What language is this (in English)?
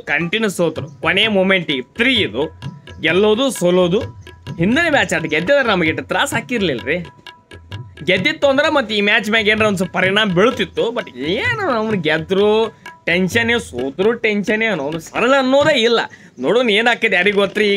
Kannada